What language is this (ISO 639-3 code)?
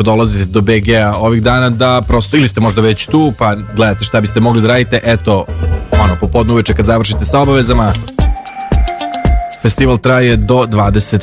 srp